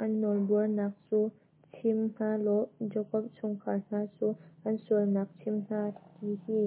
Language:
Hakha Chin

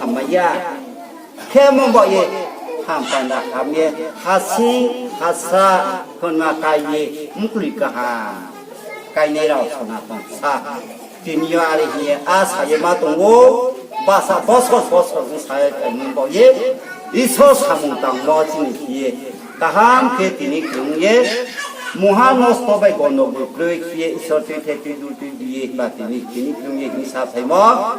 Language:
Riang (India)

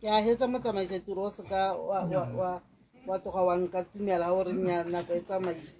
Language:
Tswana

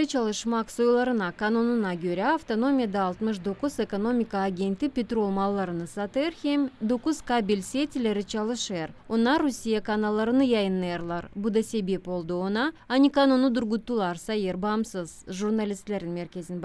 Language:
Gagauz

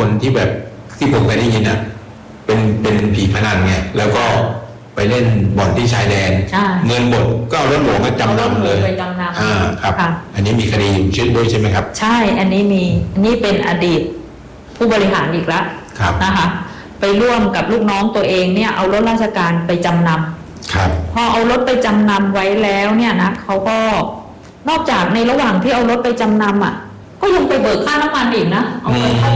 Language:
Thai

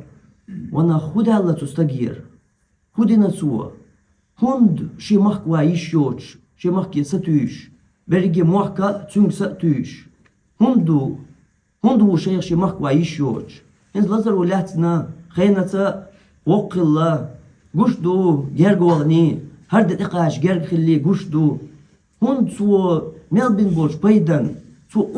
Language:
Chechen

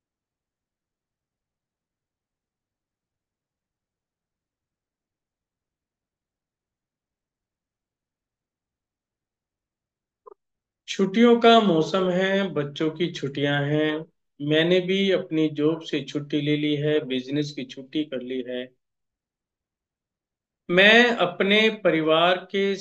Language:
Hindi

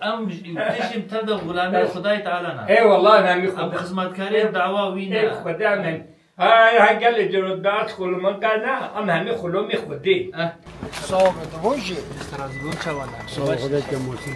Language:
Kurdish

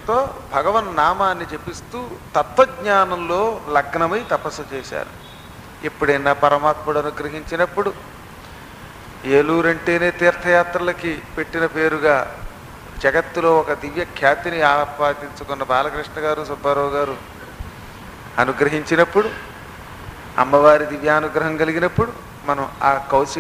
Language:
Telugu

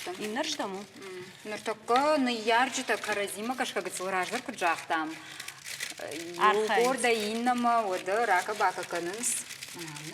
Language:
Ossetic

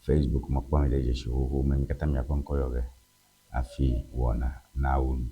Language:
Ewe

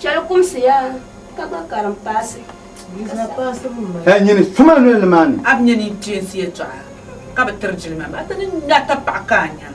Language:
Dagbani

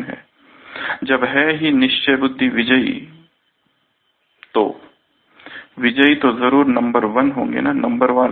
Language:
Hindi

